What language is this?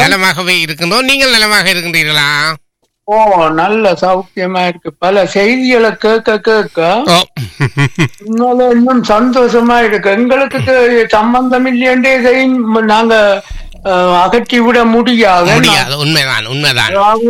Tamil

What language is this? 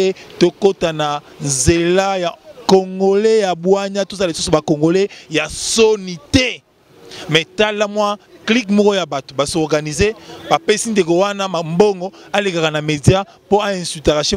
Lingala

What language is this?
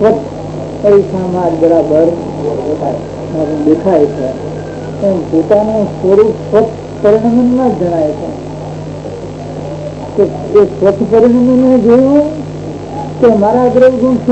Gujarati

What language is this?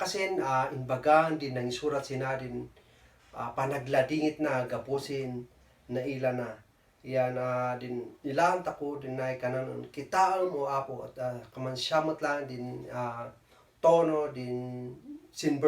Kankanaey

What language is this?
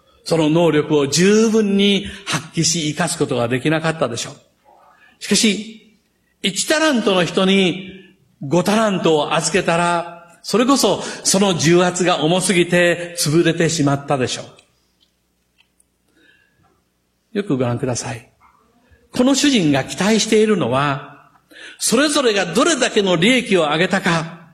Japanese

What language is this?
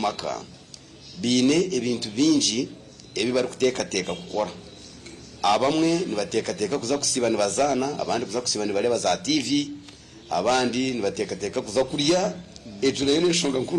Nyankole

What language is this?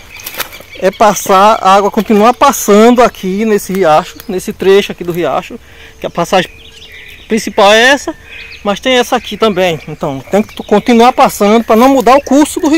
Portuguese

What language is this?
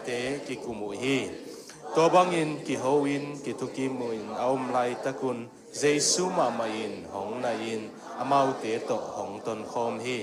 Tedim Chin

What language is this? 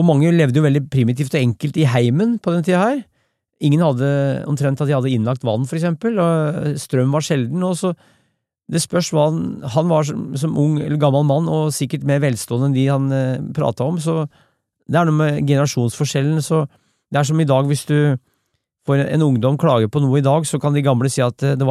Norwegian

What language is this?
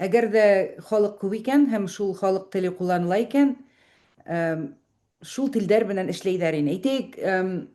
Bashkir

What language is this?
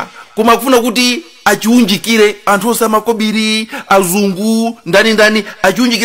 Nyanja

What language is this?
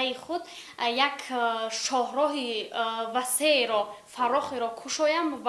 Tajik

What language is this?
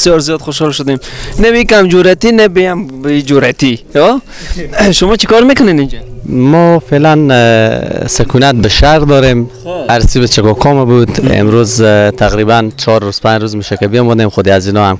Persian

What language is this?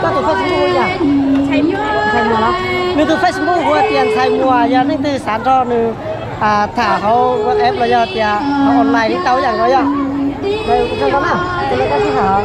Hmong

